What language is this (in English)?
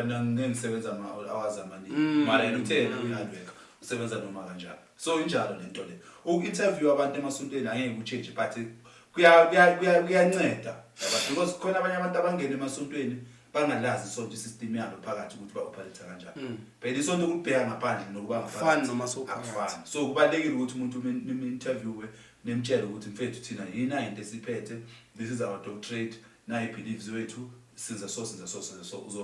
Zulu